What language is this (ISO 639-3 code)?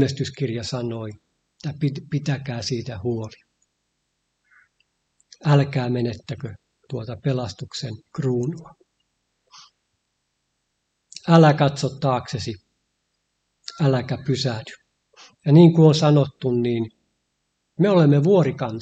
fin